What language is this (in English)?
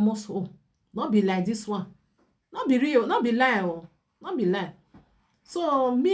Nigerian Pidgin